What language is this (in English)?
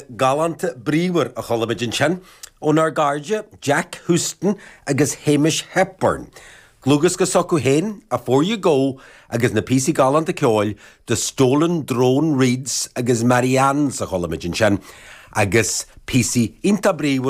Irish